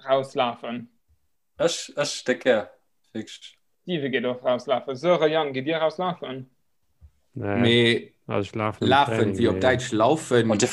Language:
Luxembourgish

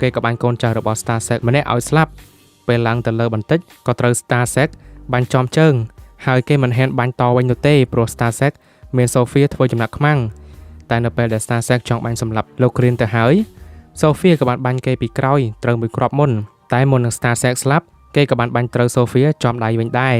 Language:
Khmer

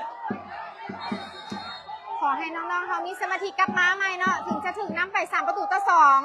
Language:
Lao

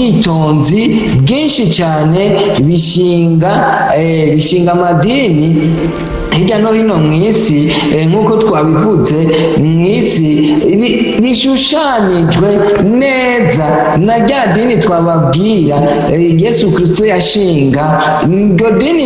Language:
Rundi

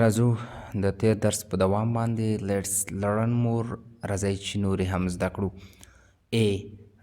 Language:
Pashto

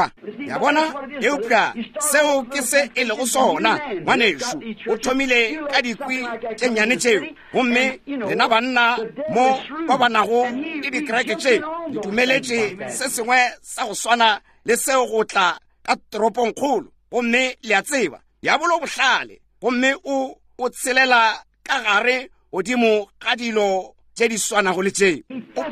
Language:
Northern Sotho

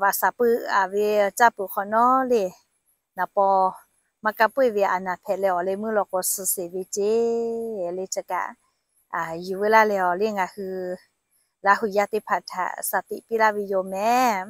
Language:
Lahu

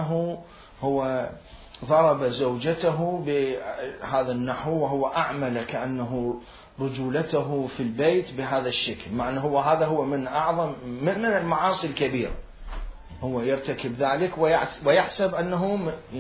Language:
Mesopotamian Arabic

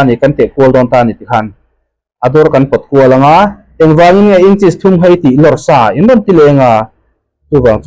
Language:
Mizo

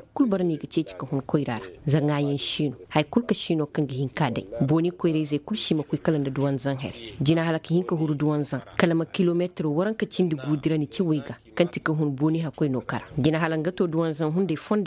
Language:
Koyraboro Senni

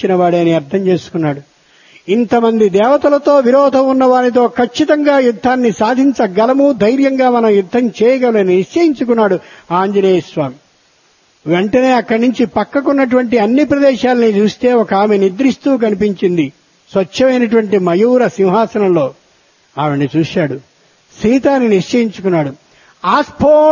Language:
Telugu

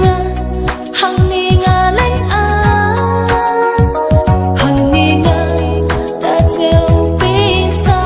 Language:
Khasi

